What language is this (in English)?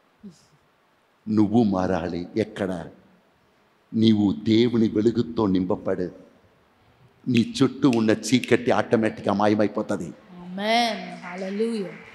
Telugu